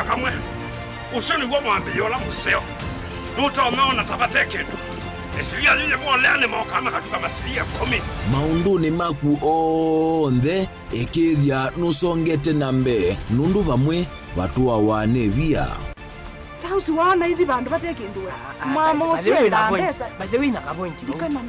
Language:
Kamba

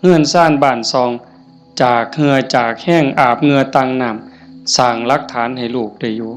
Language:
Northeastern Thai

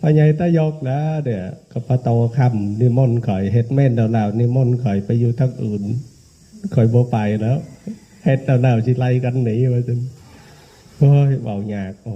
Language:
Northeastern Thai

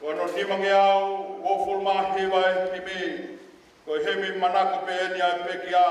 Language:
Tongan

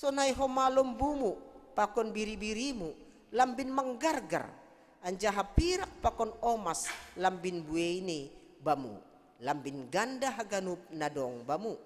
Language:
Batak Simalungun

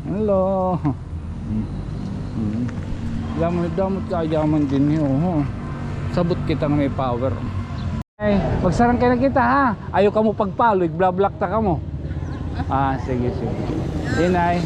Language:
Waray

